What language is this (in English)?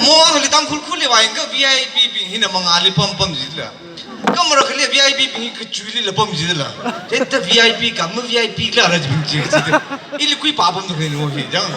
Tangkhul Naga (India)